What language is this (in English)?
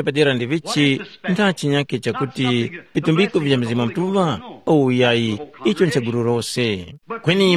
Tumbuka